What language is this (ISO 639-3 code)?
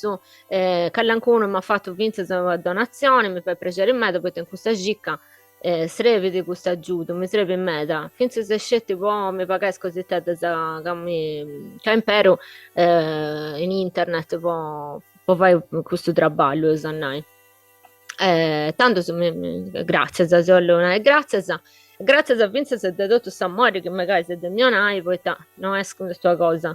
srd